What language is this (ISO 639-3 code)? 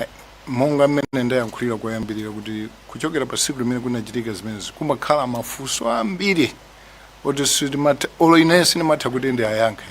nya